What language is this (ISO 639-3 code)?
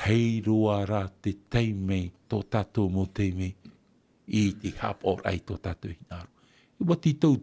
tah